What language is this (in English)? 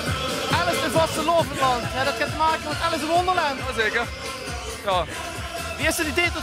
Limburgish